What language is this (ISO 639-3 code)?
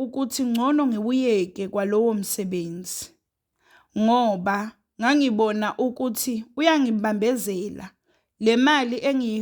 zul